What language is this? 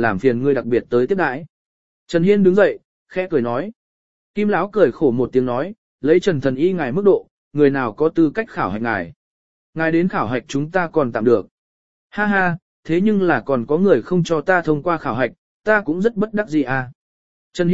Vietnamese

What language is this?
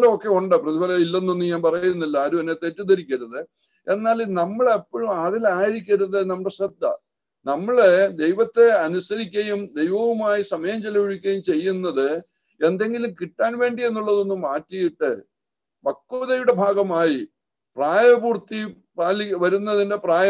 Malayalam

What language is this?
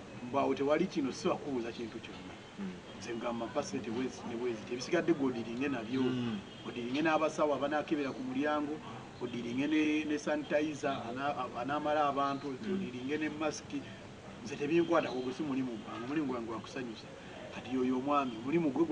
Ganda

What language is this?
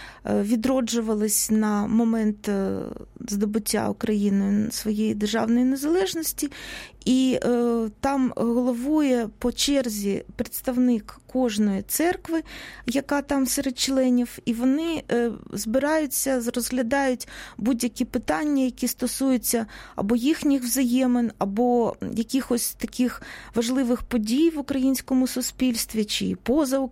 Ukrainian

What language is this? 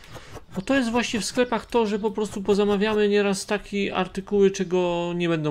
Polish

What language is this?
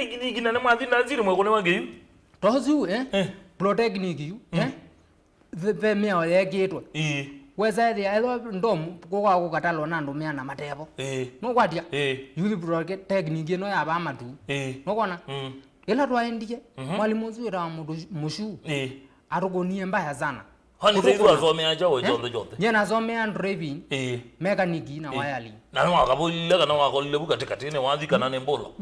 Kamba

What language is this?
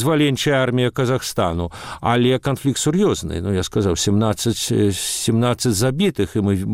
Belarusian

